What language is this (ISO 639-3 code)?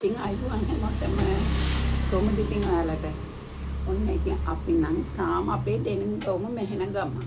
sin